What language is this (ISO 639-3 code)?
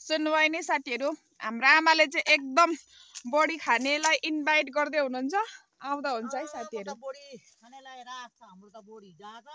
nep